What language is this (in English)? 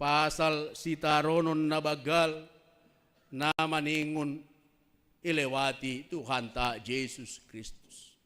Batak Simalungun